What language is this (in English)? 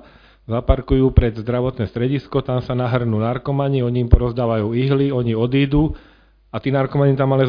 Slovak